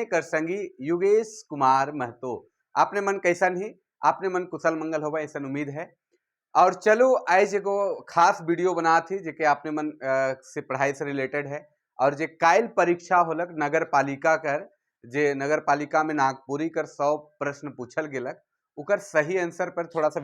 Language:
Sadri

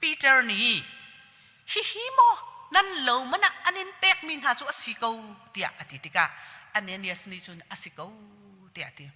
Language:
Hakha Chin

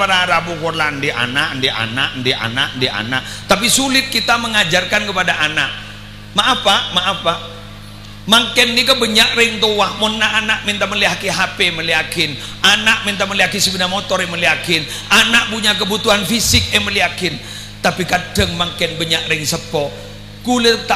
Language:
Madurese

